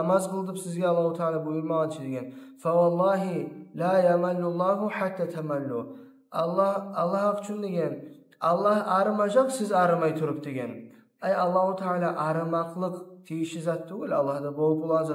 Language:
Kumyk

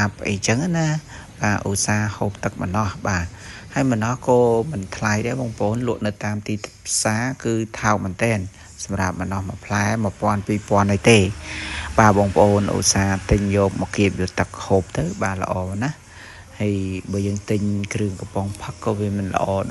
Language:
Khmer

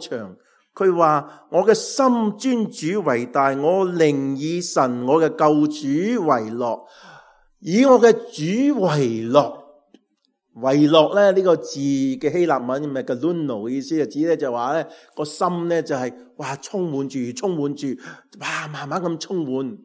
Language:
Cantonese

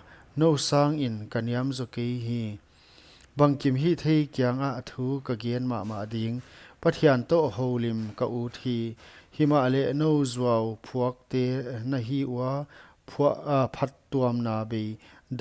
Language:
Paite Chin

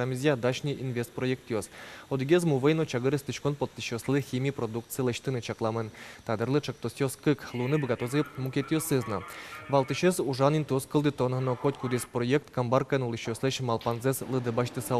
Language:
Udmurt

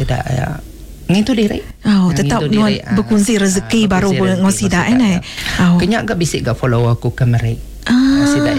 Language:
Iban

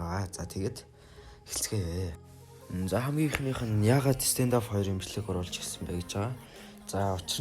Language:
Mongolian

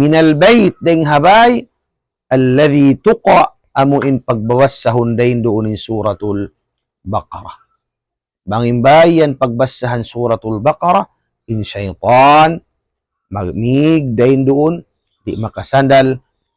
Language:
Tausug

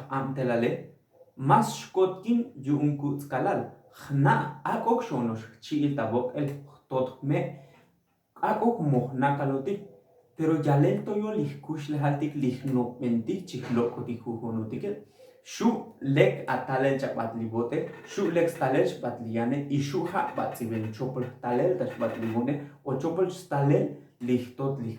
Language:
Tzotzil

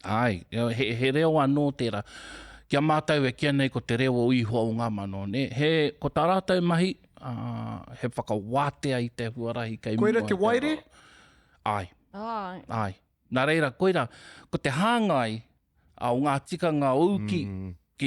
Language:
Māori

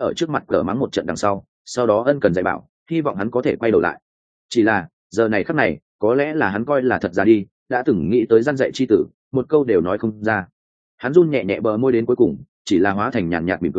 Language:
Vietnamese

